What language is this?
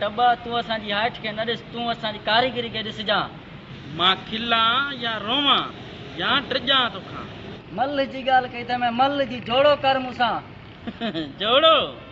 Sindhi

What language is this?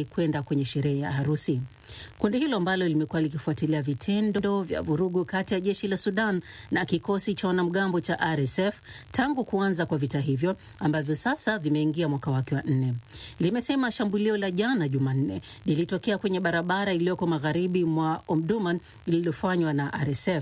Swahili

